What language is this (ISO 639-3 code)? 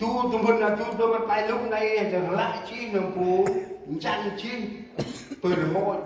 cmo